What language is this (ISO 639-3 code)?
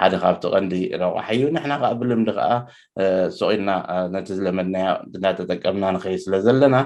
tir